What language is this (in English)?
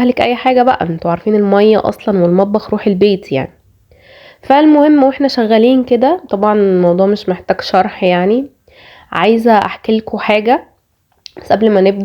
Egyptian Arabic